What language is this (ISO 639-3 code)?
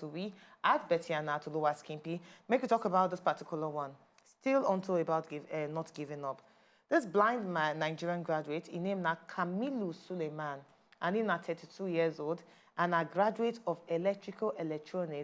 pcm